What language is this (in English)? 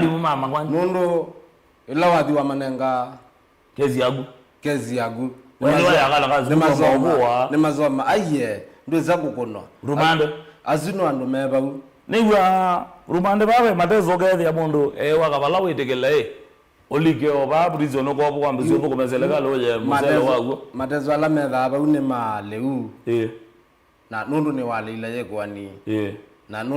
Kamba